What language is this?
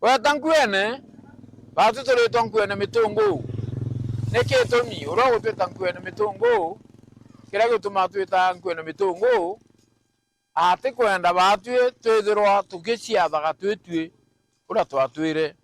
Meru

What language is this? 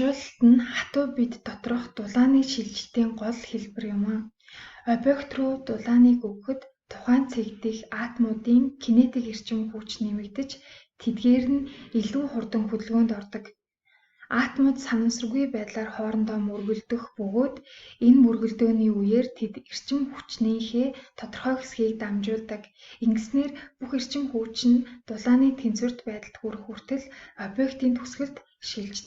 Mongolian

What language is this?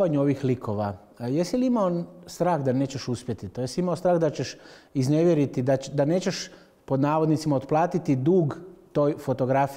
Croatian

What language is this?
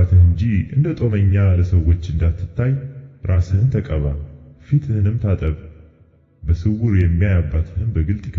Amharic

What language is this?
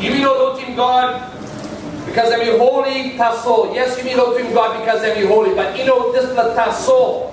Tok Pisin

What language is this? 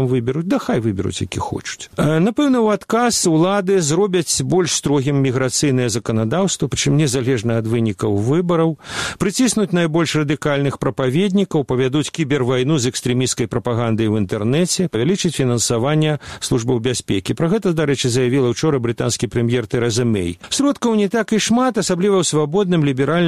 Belarusian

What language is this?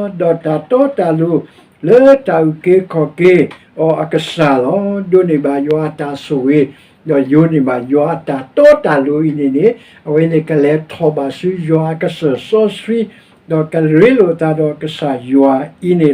S'gaw Karen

